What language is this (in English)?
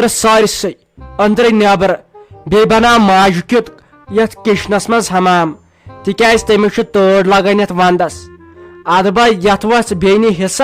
Kashmiri